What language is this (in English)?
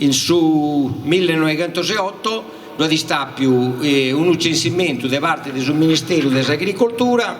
Sardinian